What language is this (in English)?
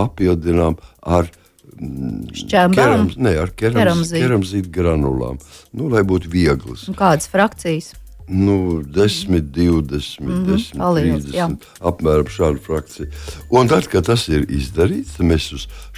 Latvian